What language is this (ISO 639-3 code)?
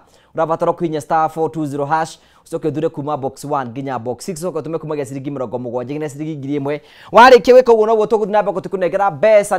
kik